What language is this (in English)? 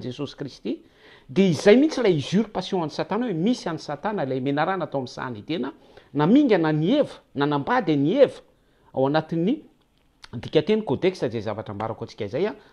Malagasy